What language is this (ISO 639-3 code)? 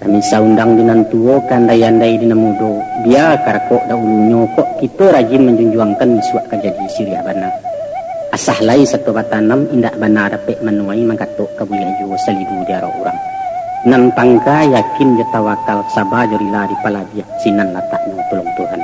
min